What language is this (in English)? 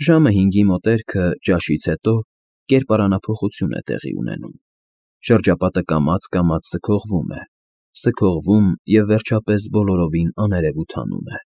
Armenian